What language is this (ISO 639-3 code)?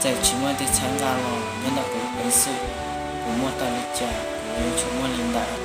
hmn